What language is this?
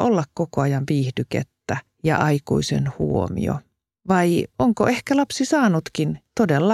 Finnish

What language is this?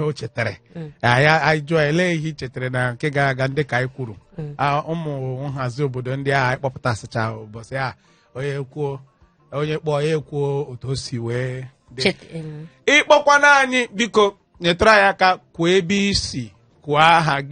Igbo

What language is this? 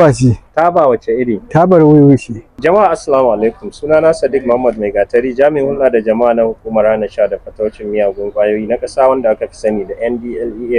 Hausa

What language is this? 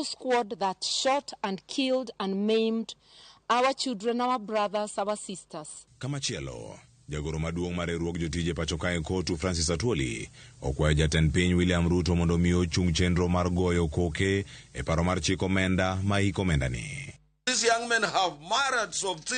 Luo (Kenya and Tanzania)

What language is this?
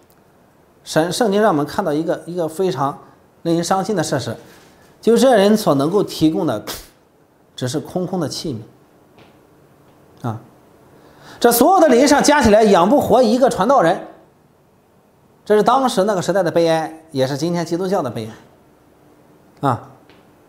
Chinese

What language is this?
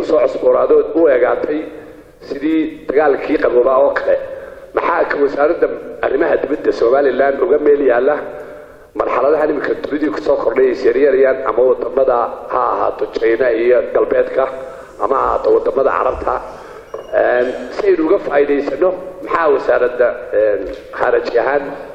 Somali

